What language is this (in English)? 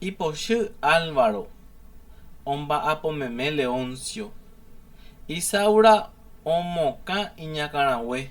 Guarani